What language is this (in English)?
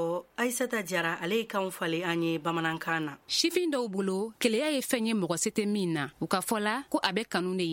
Bambara